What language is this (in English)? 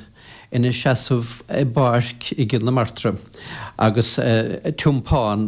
Irish